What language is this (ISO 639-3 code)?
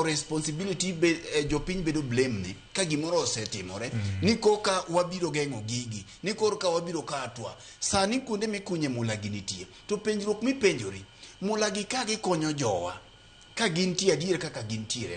luo